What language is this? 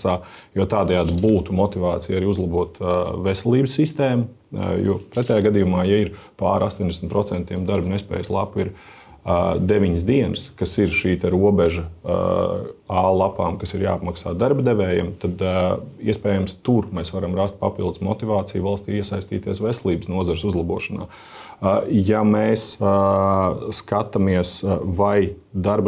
Latvian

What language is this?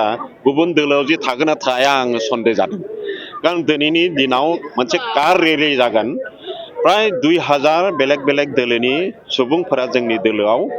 Bodo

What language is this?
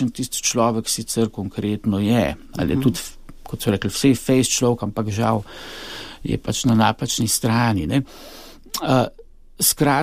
Slovenian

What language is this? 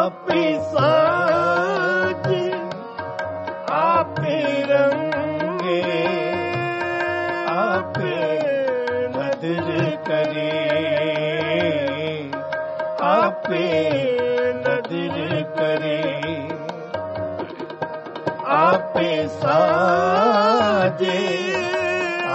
Punjabi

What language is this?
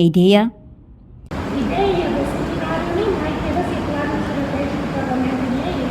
Tetum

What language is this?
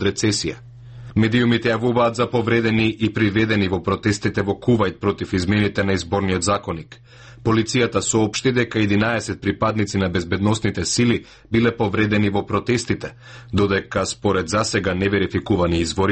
Macedonian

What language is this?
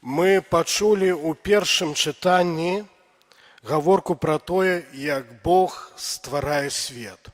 Belarusian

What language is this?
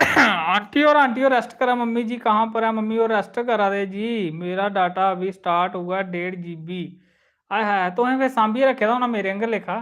Dogri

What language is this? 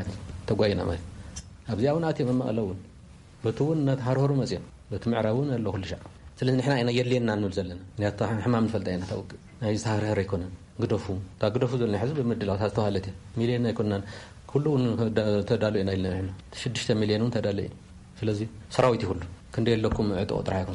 Tigrinya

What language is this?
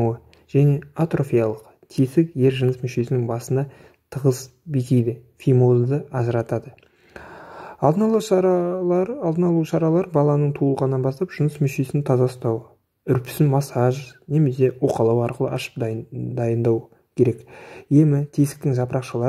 Kazakh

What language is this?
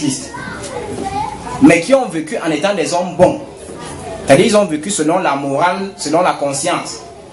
French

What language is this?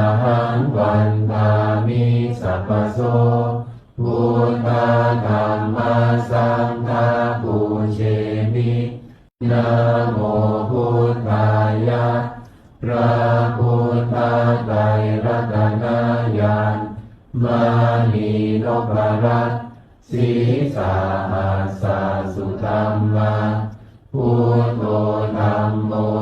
Pali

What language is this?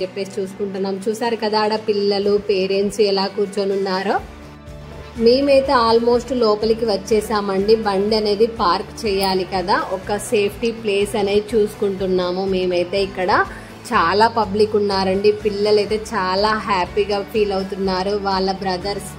Telugu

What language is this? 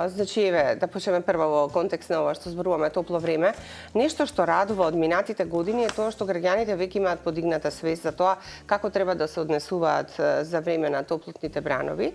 Macedonian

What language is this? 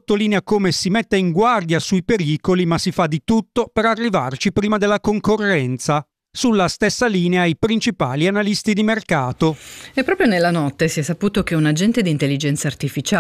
Italian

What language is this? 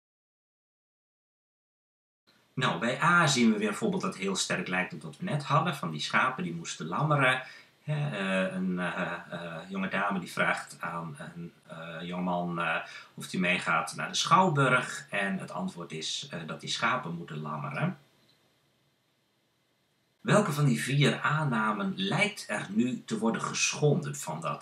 Dutch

